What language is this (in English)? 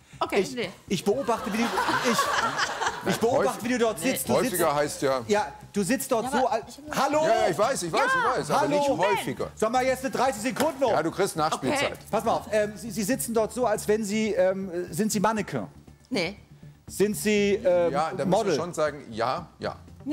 German